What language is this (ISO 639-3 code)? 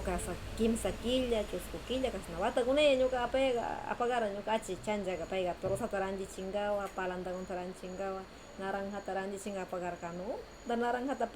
qvz